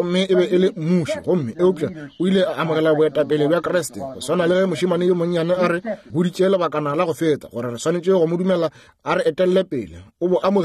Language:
Northern Sotho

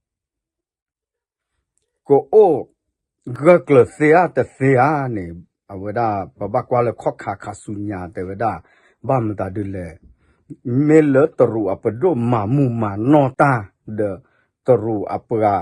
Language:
S'gaw Karen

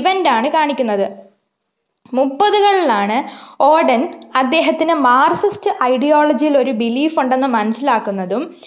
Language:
Malayalam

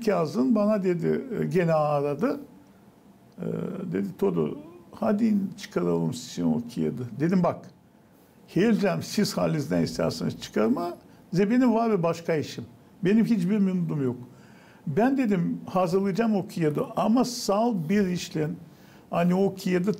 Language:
Gagauz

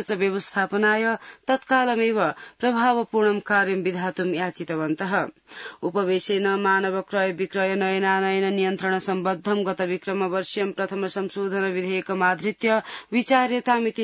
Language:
Sanskrit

